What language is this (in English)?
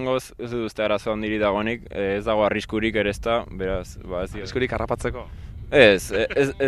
Basque